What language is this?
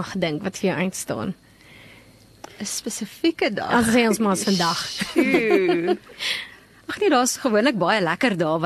Afrikaans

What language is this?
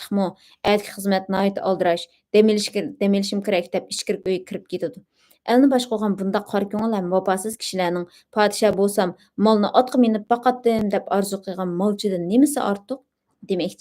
Uyghur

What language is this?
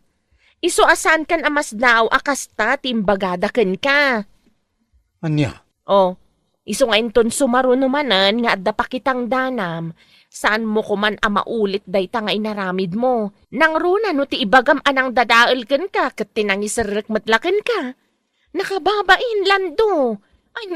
Iloko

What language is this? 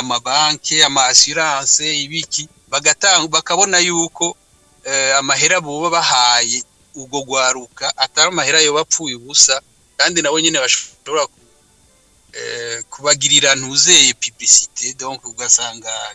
Rundi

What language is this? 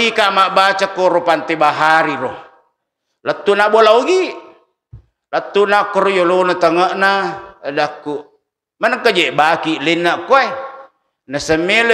Buginese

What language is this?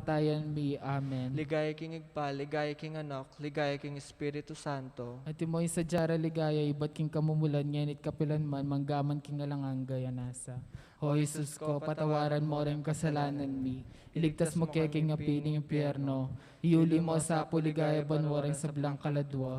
Pampanga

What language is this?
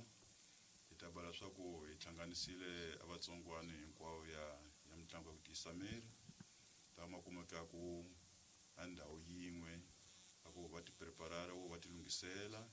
Tsonga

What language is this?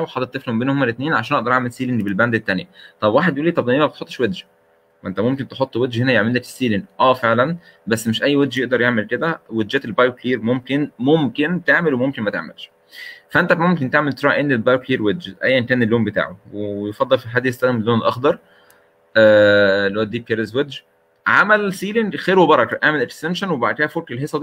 Egyptian Arabic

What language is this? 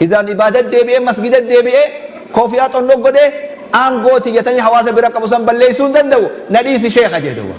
Oromo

